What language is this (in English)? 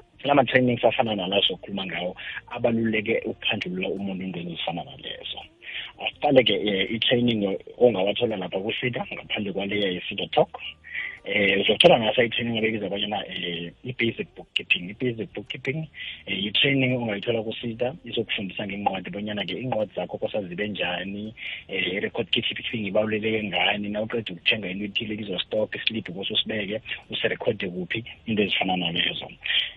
South Ndebele